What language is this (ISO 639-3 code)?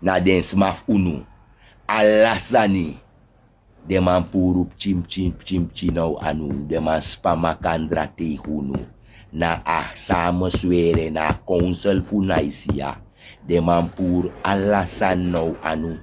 srn